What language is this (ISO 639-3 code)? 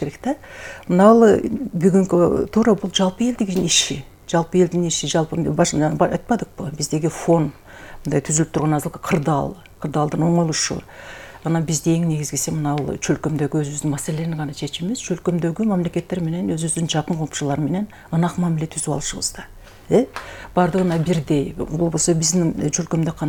kir